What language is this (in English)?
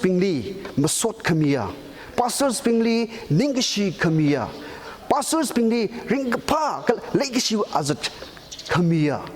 Tangkhul Naga (India)